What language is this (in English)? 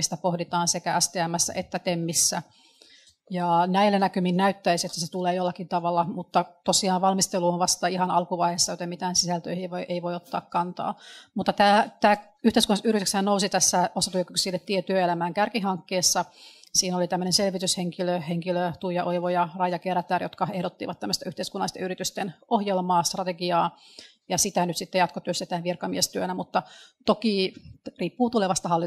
Finnish